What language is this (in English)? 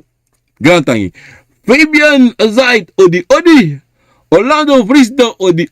Sranan Tongo